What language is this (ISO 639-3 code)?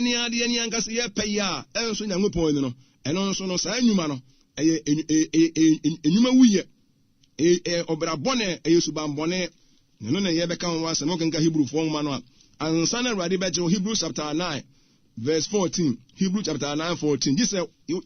aka